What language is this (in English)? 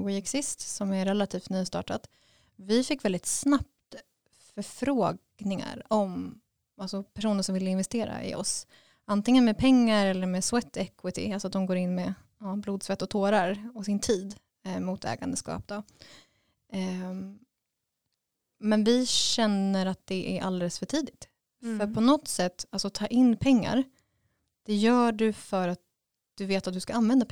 Swedish